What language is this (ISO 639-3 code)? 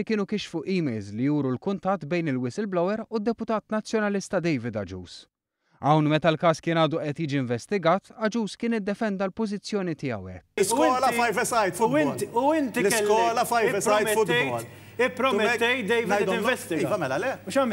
mlt